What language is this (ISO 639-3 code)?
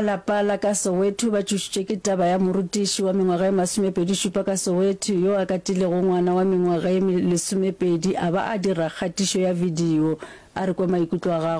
nso